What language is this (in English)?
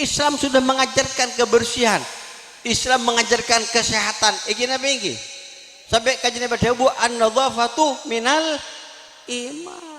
Madurese